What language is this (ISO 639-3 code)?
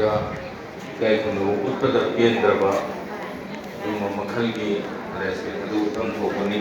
mni